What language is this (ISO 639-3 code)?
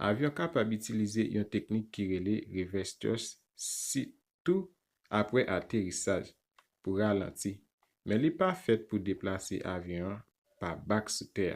hat